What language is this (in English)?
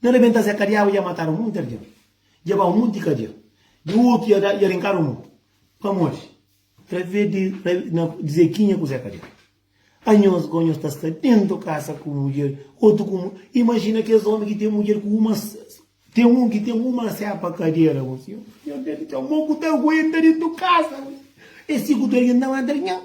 Kabuverdianu